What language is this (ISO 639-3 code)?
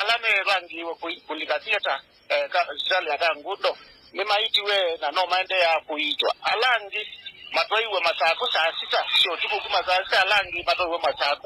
kam